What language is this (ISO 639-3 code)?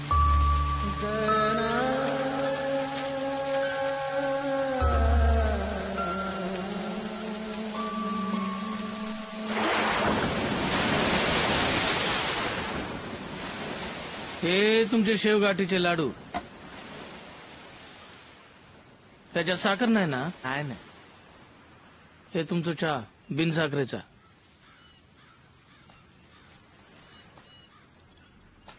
mar